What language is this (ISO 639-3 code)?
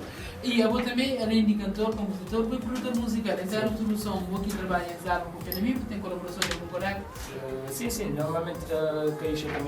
kea